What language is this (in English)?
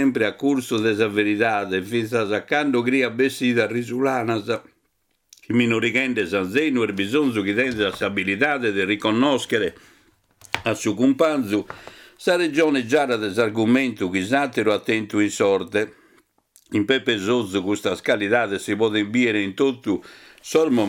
Sardinian